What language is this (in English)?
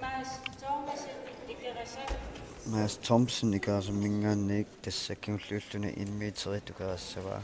Kalaallisut